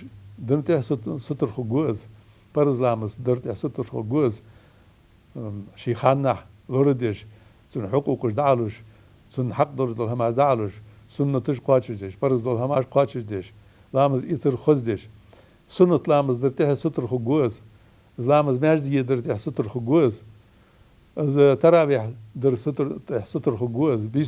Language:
Ingush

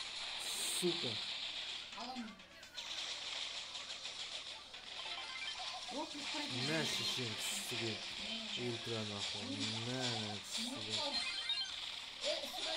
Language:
Kazakh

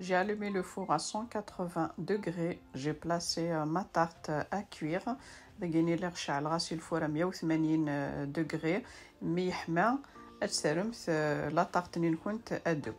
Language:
Kabyle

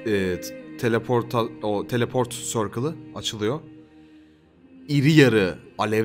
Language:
Turkish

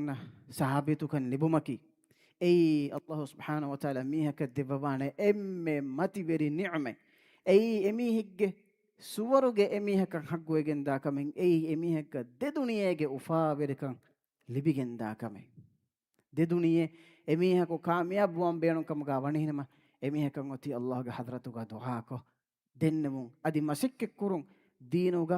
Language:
Divehi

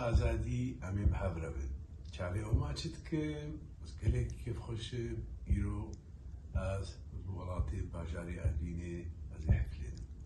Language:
Kurdish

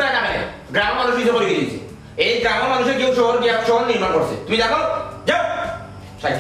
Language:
Sylheti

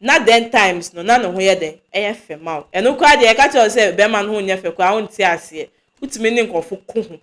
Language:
Akan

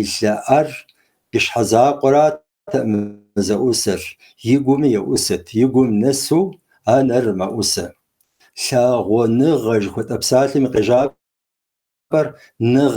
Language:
Kabardian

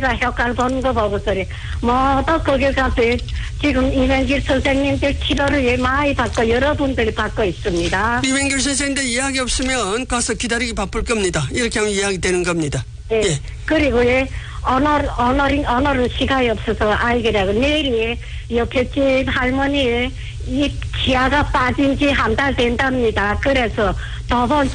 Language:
Korean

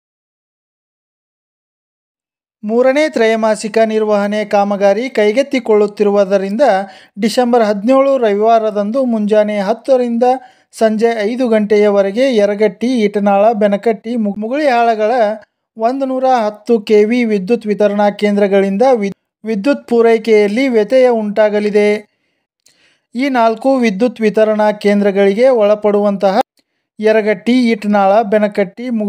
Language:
Kannada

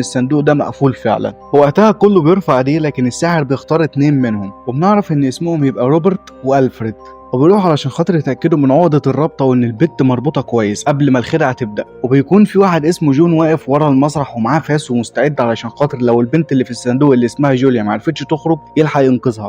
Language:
Egyptian Arabic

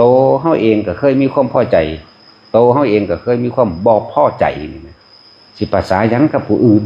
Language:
Northeastern Thai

